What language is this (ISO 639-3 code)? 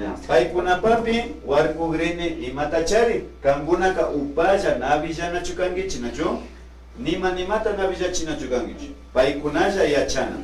qvi